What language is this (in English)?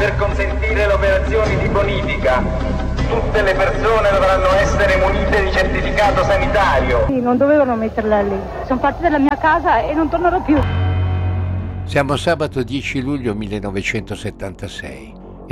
Italian